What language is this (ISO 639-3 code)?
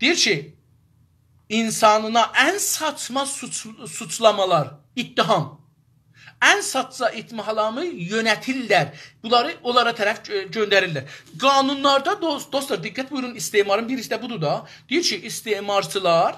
azb